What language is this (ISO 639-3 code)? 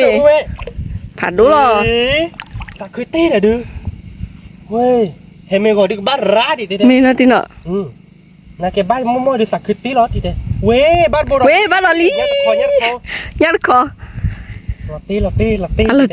ksw